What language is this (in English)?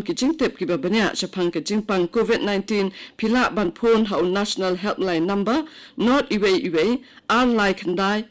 Khasi